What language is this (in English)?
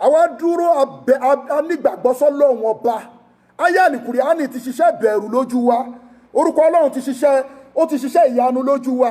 Yoruba